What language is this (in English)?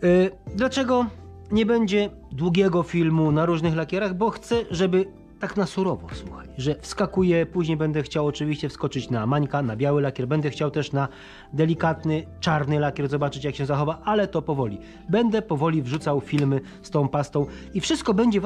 Polish